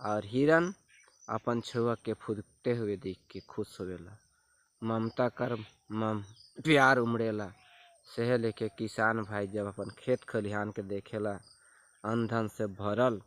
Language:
Sadri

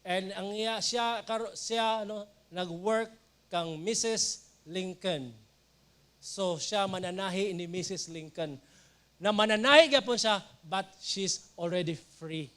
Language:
Cebuano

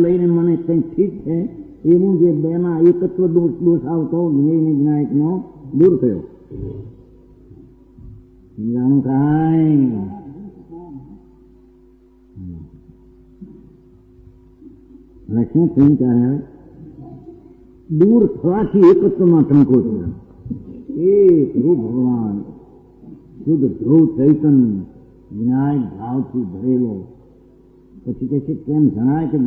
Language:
Gujarati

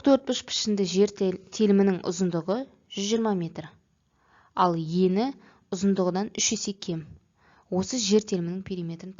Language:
Kazakh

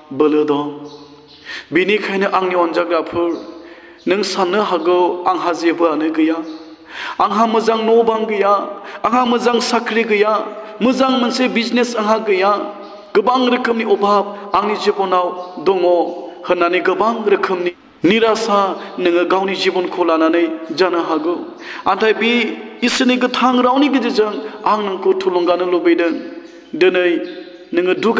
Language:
Bodo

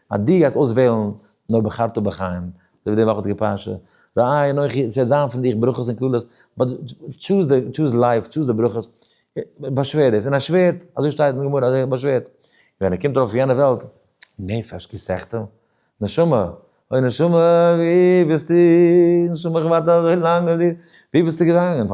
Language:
Yiddish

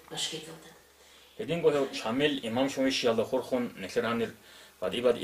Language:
Avaric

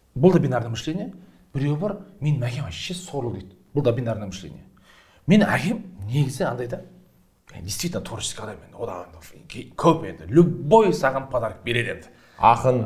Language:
Kazakh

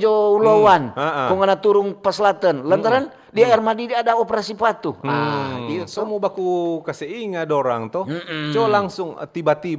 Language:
Manado Malay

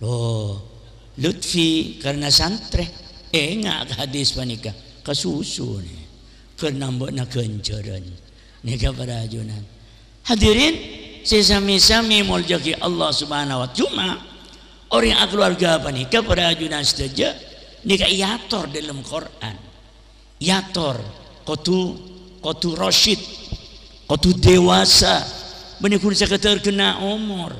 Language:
Madurese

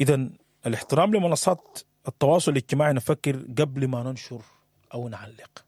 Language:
Sudanese Arabic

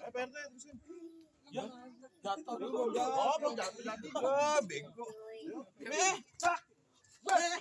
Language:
Betawi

